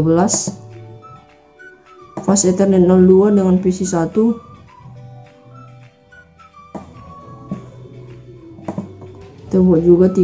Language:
Indonesian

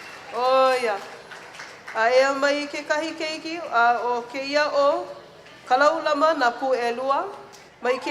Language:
Hawaiian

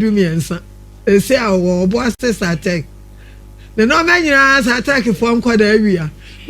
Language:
Akan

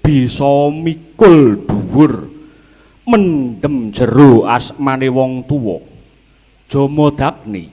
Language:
Javanese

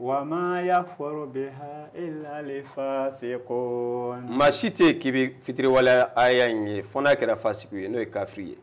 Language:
Bambara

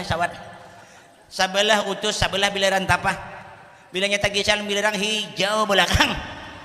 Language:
Banjar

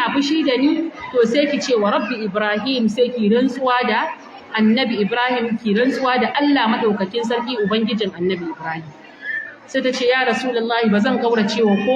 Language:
Hausa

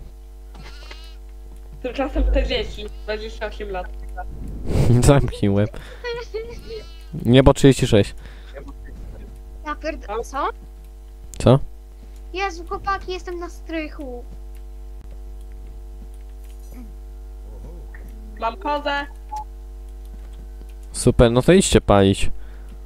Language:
Polish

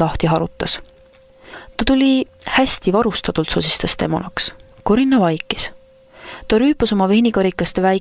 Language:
Estonian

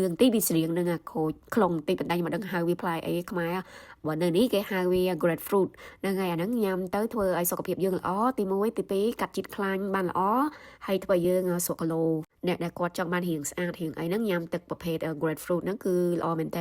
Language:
Khmer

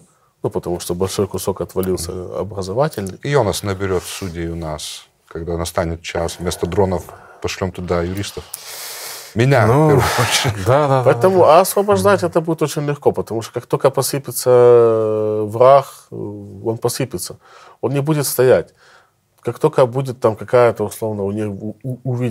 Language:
Russian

